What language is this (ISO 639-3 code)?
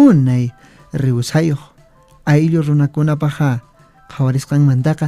que